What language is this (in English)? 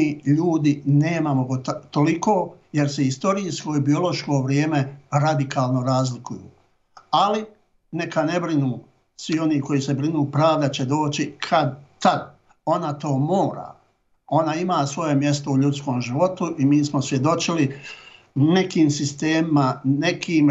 Bosnian